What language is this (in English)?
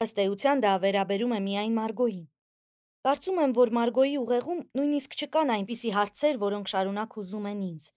Armenian